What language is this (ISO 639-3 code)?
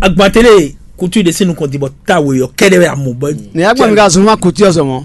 fon